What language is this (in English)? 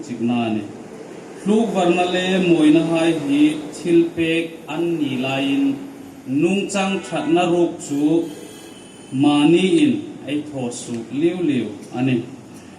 Hmar